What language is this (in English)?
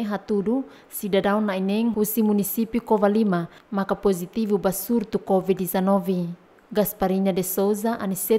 Tetum